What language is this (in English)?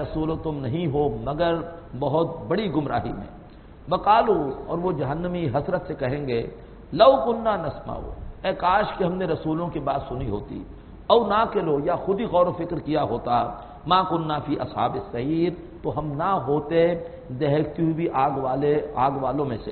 Urdu